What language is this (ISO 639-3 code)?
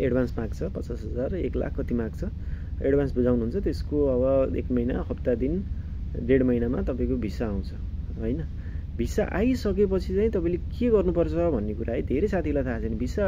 nep